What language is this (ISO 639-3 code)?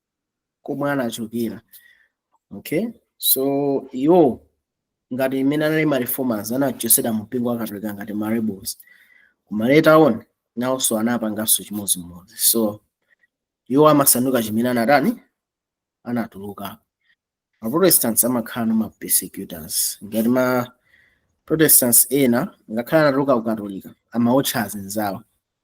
nya